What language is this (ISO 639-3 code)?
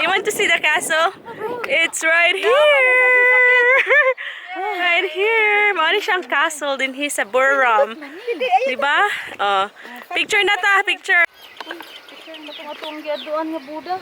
ceb